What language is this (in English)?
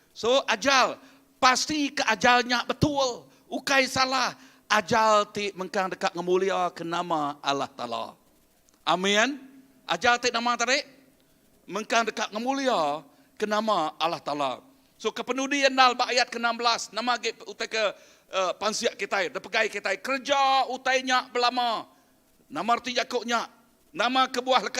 Iban